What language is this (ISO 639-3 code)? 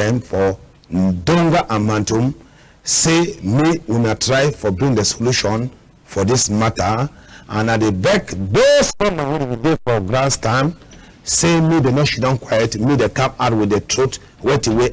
wes